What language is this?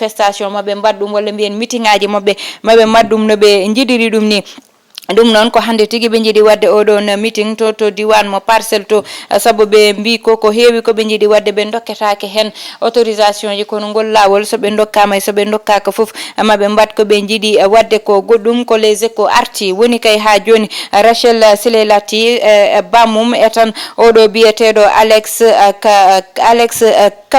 Fula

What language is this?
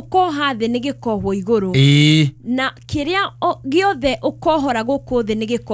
Kikuyu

